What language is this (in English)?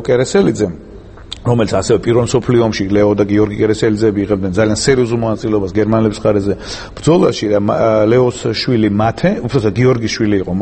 Georgian